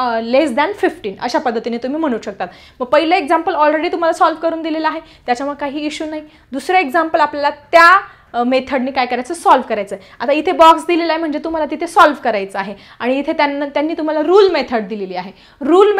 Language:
Marathi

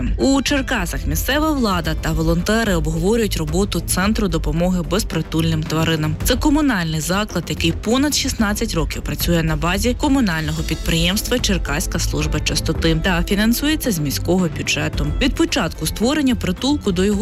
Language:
Ukrainian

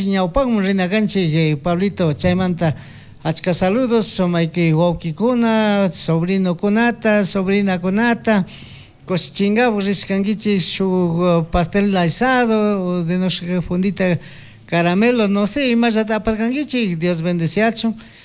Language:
Chimborazo Highland Quichua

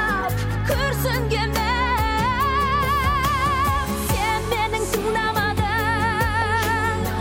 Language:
Kazakh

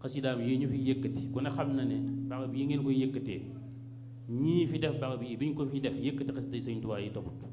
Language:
Wolof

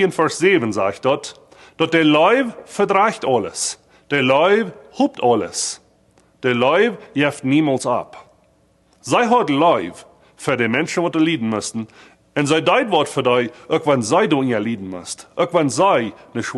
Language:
Plautdietsch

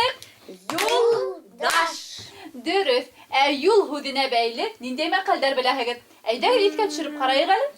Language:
Bashkir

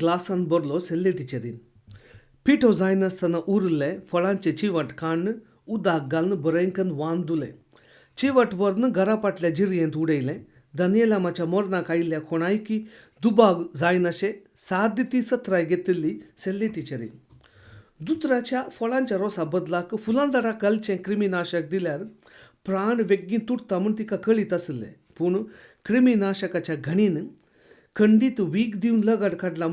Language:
Konkani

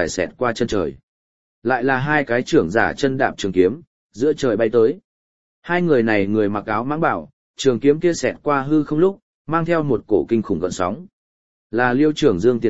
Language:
Vietnamese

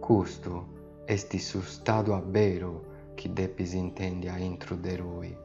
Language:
Sardinian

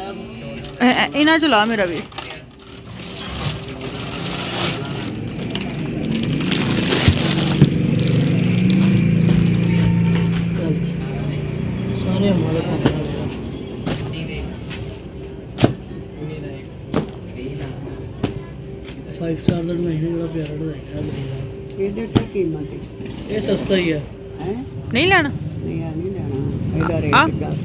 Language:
Punjabi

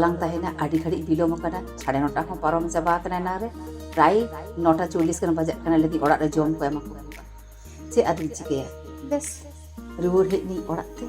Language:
Santali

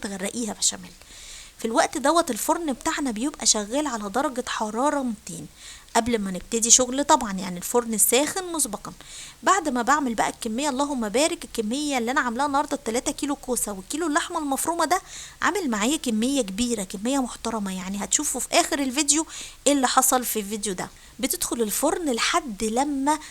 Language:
Egyptian Arabic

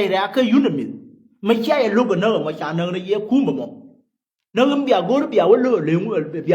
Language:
Nuer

